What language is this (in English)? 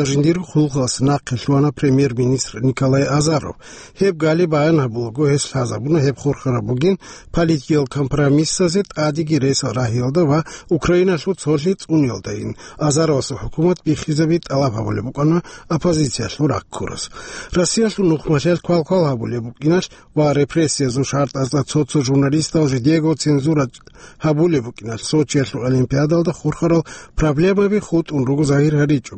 Avaric